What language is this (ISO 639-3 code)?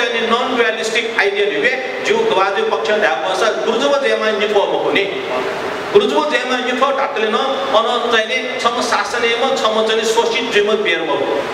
new